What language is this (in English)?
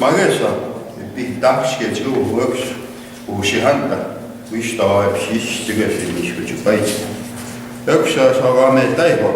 Plains Cree